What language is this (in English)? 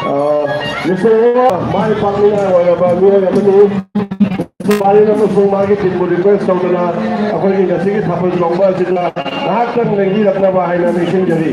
Manipuri